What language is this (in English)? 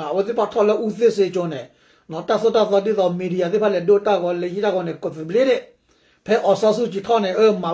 S'gaw Karen